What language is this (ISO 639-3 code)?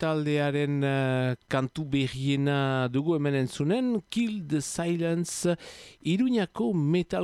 eus